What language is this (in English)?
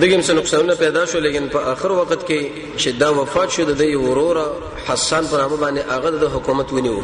Pashto